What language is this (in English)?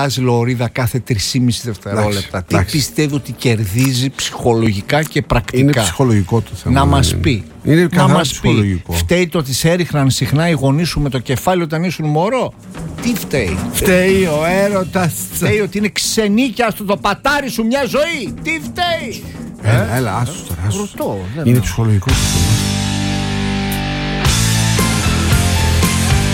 Greek